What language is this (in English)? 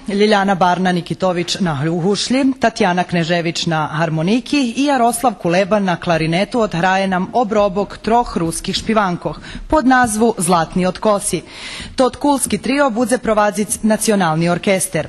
Rusyn